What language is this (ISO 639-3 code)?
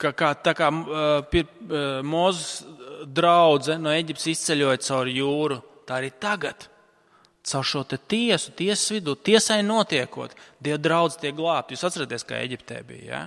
lav